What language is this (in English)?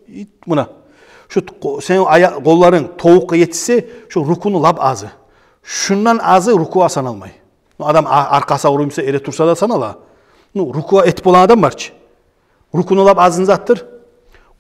Kumyk